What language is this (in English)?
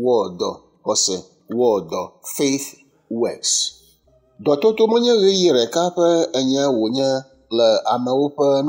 Ewe